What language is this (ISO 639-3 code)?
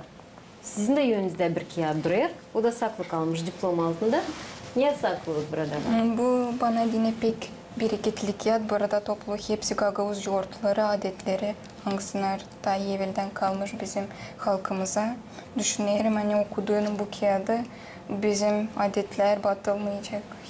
gag